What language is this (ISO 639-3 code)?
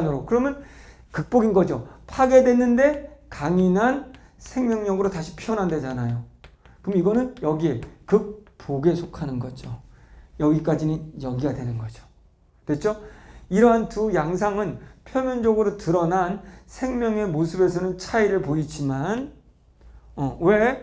kor